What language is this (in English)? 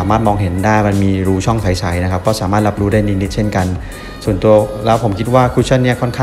Thai